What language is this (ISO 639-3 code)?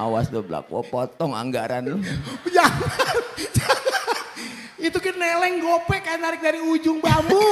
bew